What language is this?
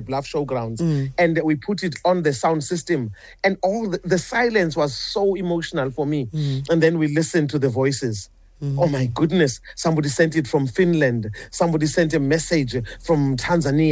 English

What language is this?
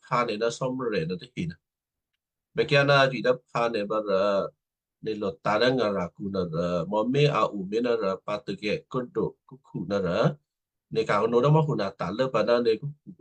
Western Kayah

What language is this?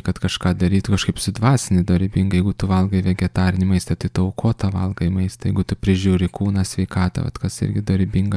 Lithuanian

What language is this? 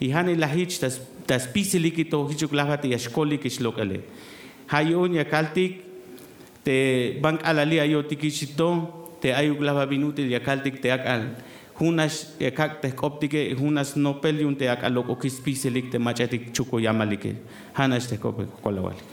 Tzeltal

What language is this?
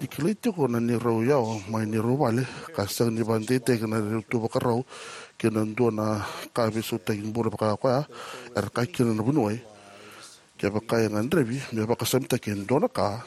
Fijian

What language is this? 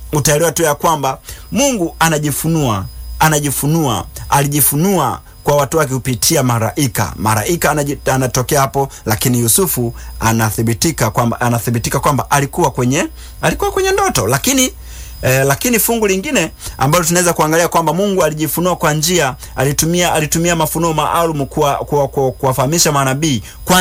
Swahili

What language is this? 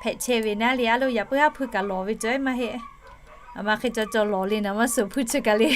Lahu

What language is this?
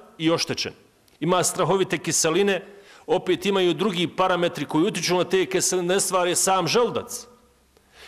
Bosnian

